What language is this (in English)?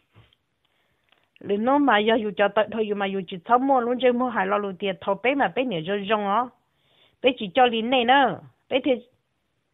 Vietnamese